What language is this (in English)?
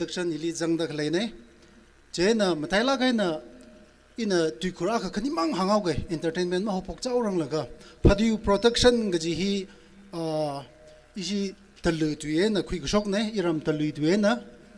Tangkhul Naga (India)